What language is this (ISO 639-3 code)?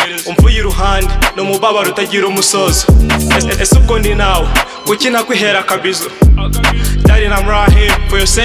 kin